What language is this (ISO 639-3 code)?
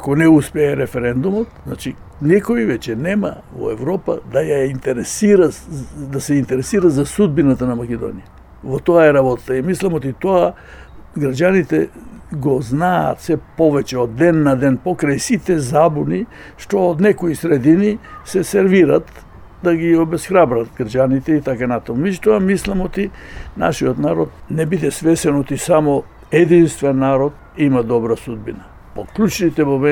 mkd